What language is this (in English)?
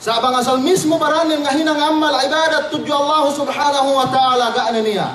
Yakan